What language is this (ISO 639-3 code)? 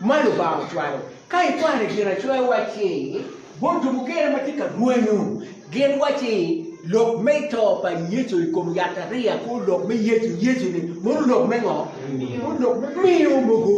ach